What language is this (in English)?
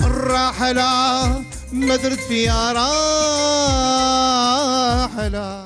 Algerian Arabic